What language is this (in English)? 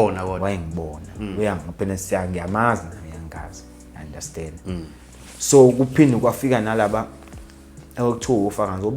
Zulu